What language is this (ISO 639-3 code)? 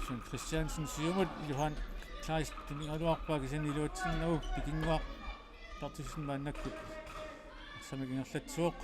kal